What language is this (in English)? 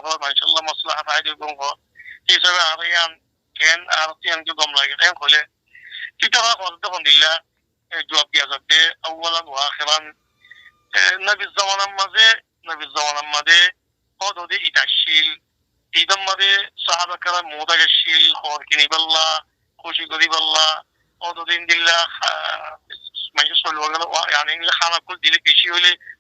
Rohingya